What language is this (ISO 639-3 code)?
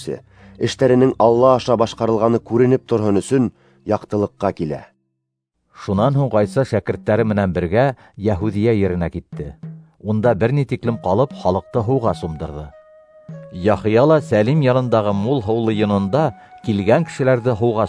bak